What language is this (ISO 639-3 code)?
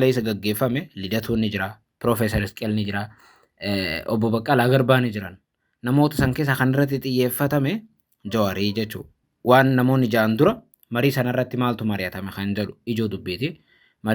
orm